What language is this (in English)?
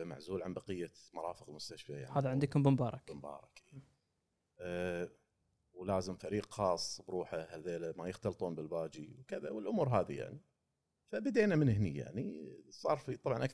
Gulf Arabic